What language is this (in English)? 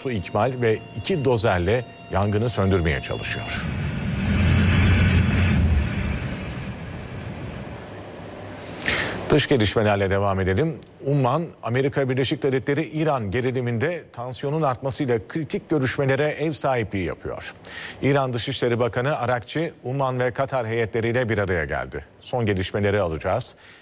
Turkish